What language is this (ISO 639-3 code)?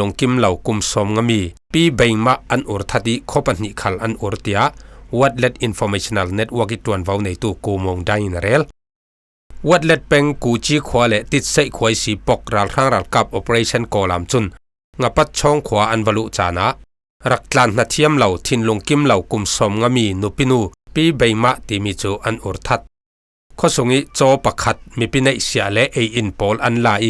cfm